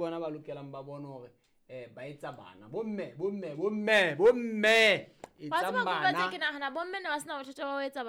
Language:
Southern Sotho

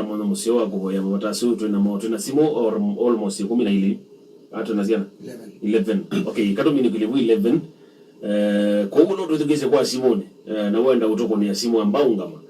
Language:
Kamba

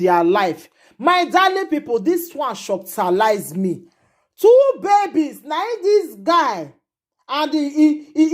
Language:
Nigerian Pidgin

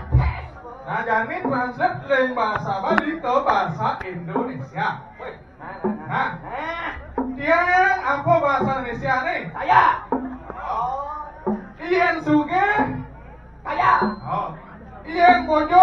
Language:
Balinese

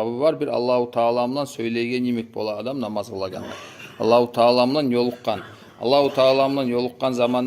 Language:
Kumyk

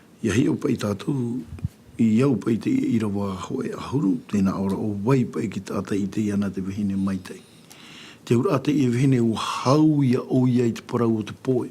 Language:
Tahitian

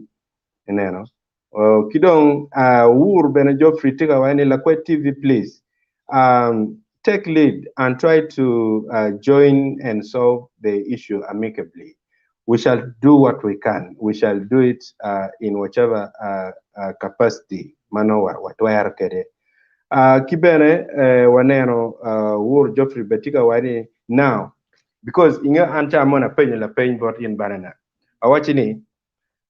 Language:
Acoli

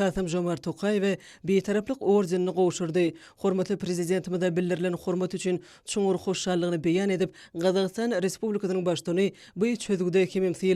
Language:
Turkmen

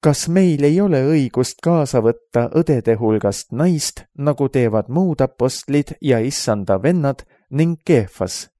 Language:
Estonian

